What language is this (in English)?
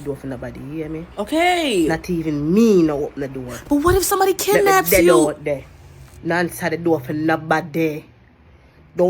Jamaican Creole English